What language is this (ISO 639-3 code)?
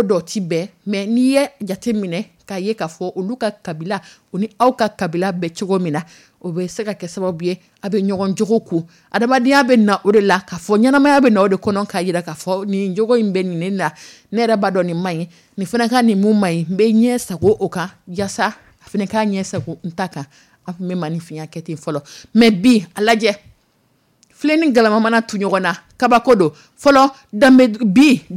dyu